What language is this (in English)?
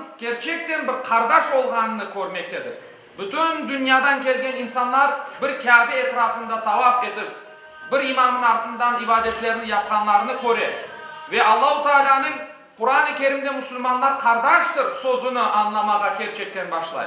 Crimean Tatar